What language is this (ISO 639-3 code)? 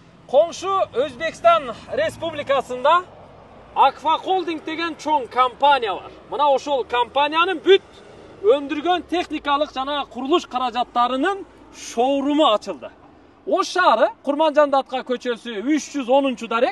kir